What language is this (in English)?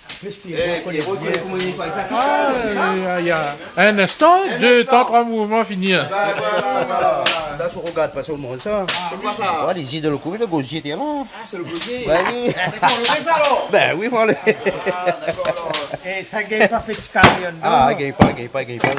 Réunion Creole French